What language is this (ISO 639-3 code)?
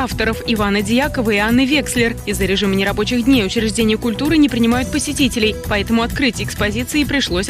rus